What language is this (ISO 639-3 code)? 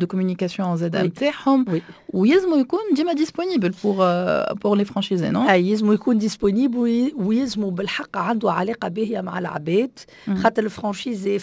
aeb